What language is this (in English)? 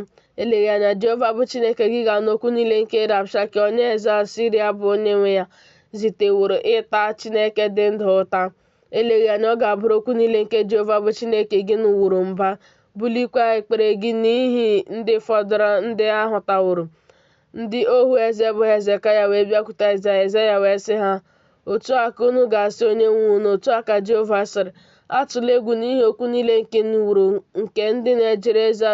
Igbo